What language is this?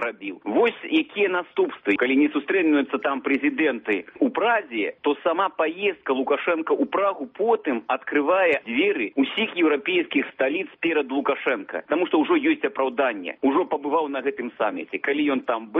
Belarusian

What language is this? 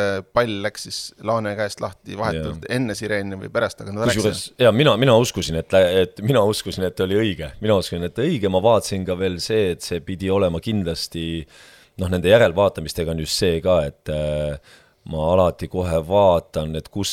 Estonian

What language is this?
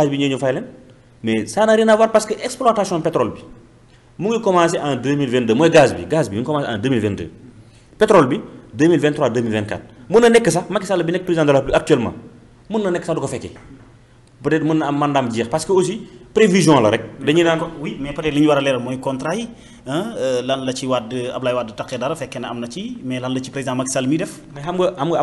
Wolof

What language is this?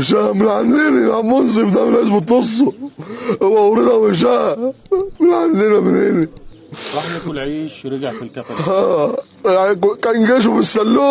Egyptian Arabic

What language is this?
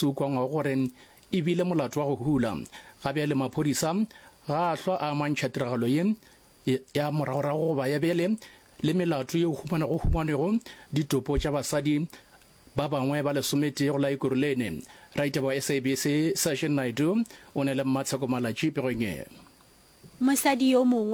Northern Sotho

